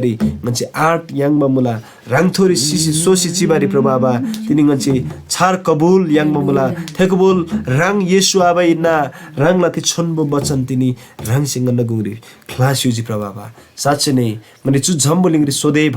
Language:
Eastern Tamang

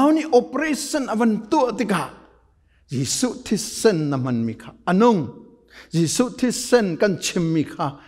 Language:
Hakha Chin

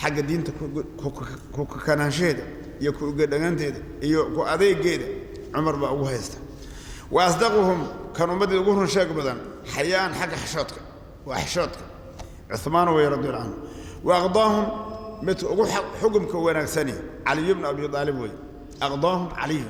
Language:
Somali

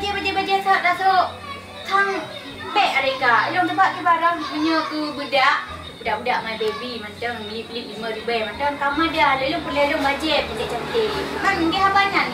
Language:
Achinese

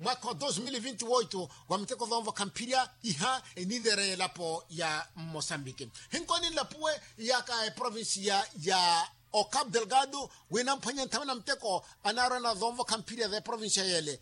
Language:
Makhuwa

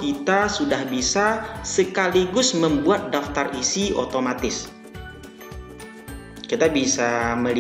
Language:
Indonesian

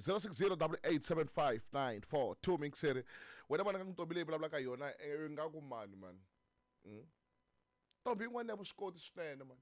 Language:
Tsonga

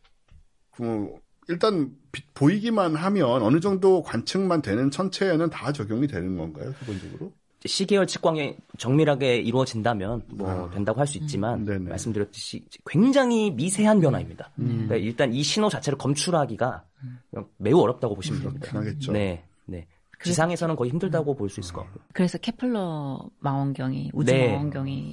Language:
Korean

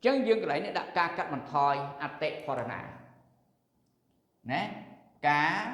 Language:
Khmer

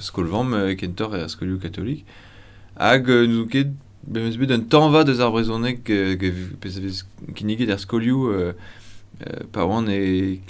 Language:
Breton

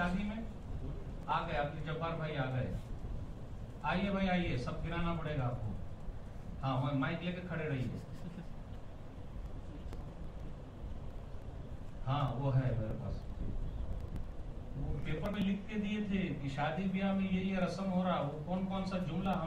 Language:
Urdu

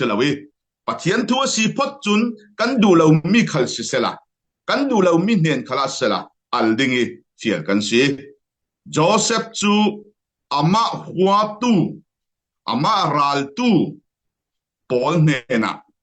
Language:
Falam Chin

